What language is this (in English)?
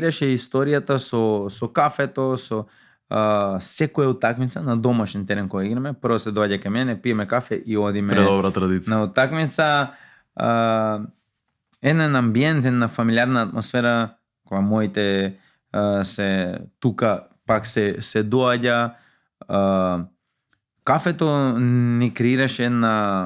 Macedonian